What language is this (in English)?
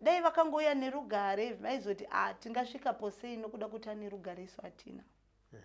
Shona